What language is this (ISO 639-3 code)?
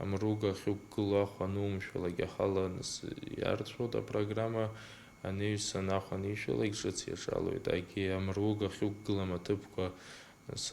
abk